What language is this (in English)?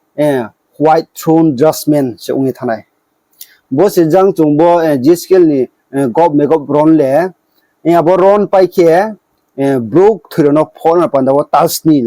Riang (India)